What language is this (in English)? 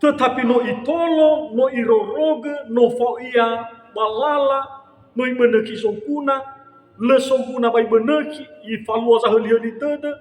Nias